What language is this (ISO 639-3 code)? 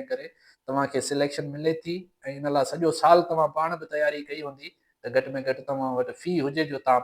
snd